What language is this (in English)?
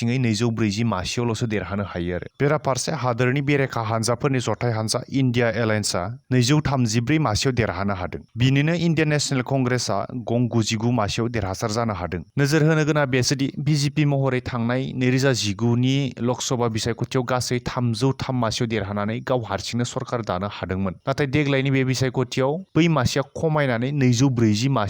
Bodo